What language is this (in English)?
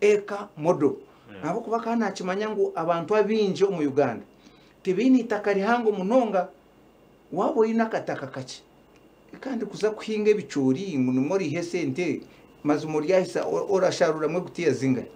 Nyankole